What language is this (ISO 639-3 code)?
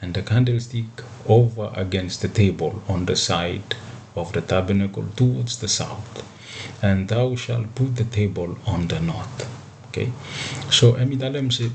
bis